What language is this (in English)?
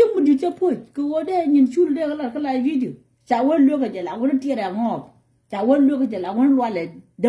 Nuer